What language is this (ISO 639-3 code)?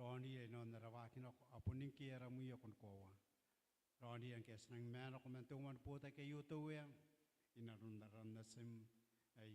gil